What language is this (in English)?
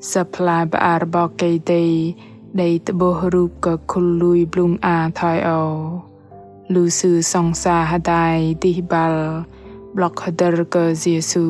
Bahnar